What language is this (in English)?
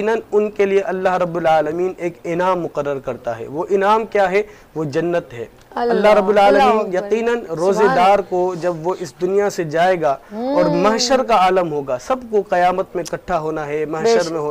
Urdu